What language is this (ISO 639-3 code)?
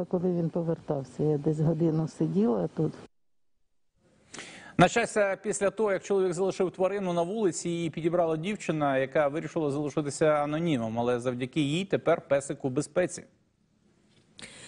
ukr